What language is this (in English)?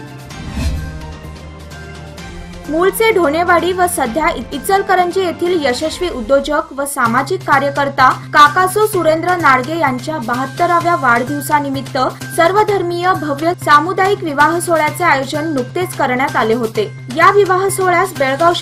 Marathi